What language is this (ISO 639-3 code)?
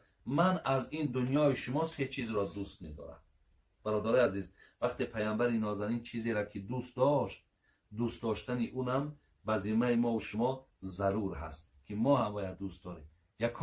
tgk